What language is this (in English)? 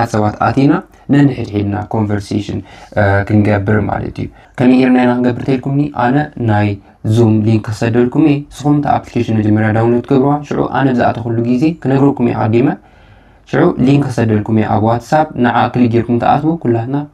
Tigrinya